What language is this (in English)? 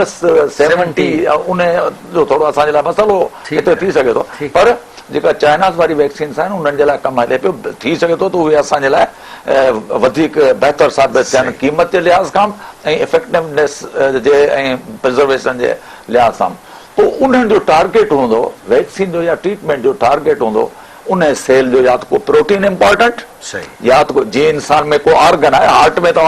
Sindhi